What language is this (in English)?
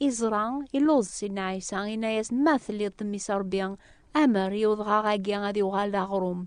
Kabyle